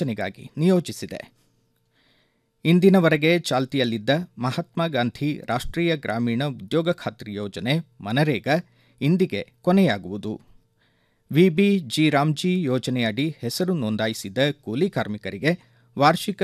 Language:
Kannada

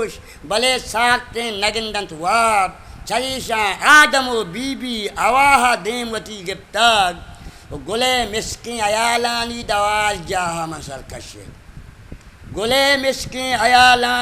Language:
Eastern Balochi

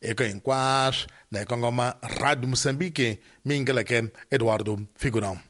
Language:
Tsonga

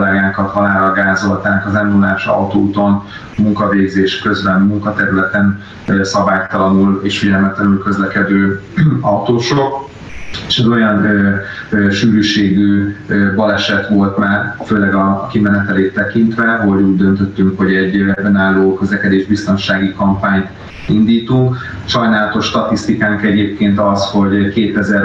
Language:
Hungarian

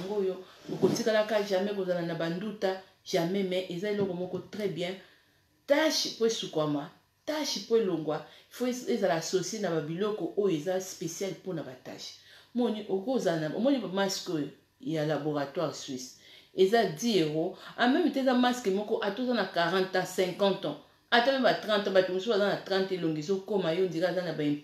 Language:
Lingala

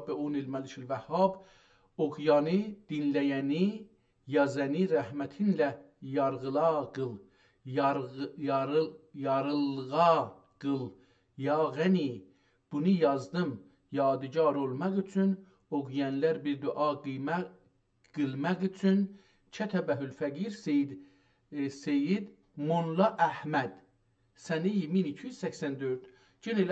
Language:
South Azerbaijani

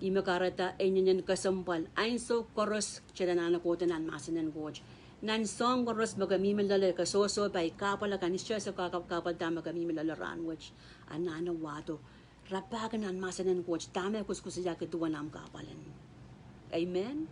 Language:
Pohnpeian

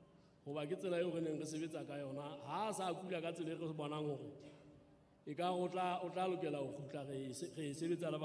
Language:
Southern Sotho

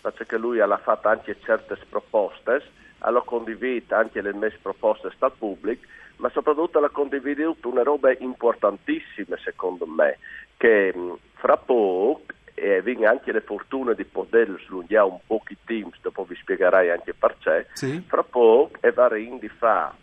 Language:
Friulian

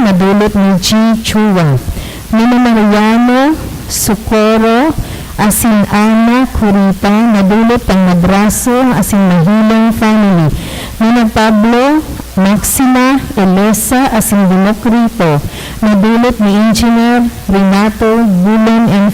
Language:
Bikol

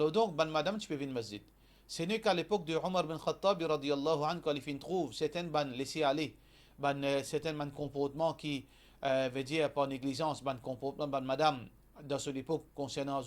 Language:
Morisyen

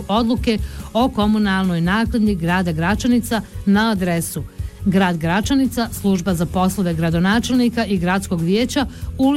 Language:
Bosnian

